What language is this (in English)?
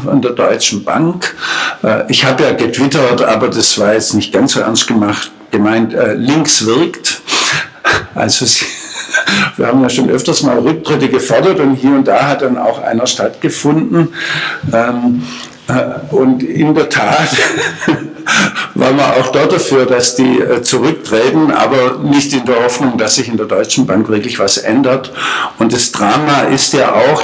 German